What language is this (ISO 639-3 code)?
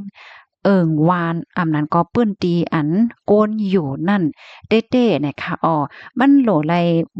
shn